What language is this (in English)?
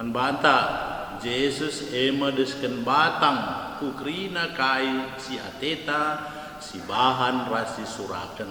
Batak Karo